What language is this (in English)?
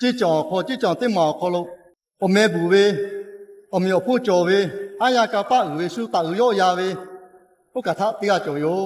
Lahu